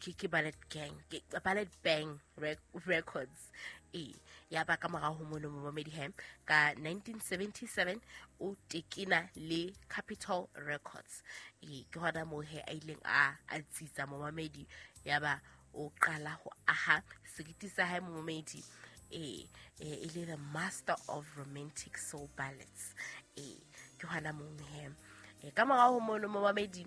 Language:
Southern Sotho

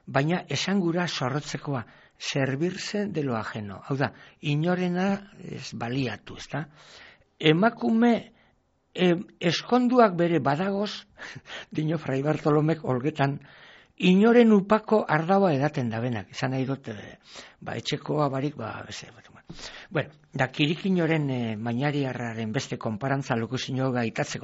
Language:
Basque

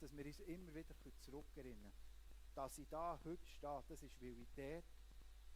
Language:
Swiss German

